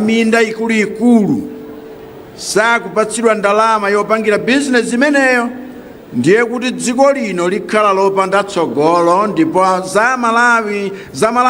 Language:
Nyanja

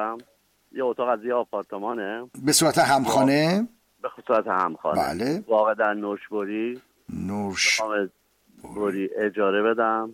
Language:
Persian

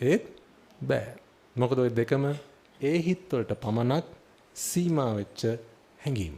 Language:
Sinhala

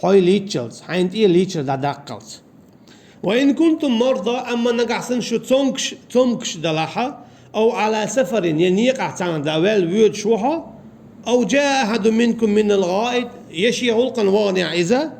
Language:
Chechen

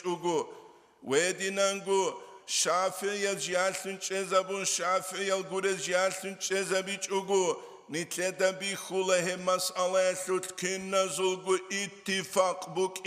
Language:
Avaric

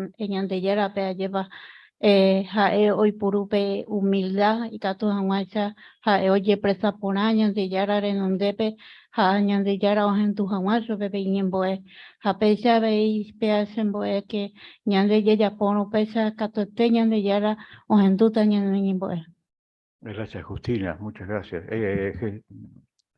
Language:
Guarani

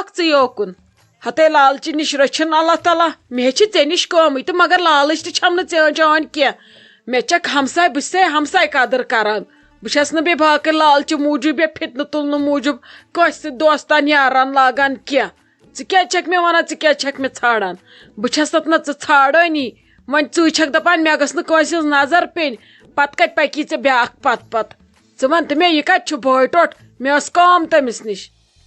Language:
Kashmiri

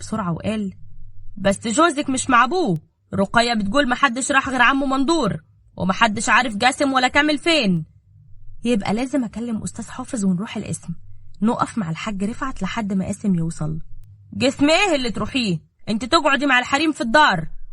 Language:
Egyptian Arabic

